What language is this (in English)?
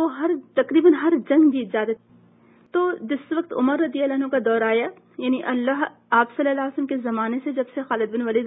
Urdu